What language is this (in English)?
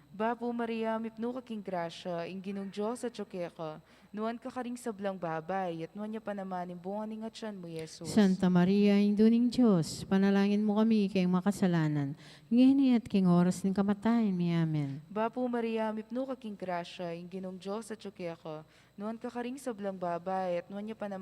Pampanga